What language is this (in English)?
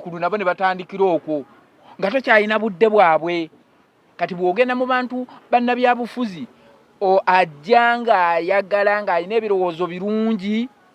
Ganda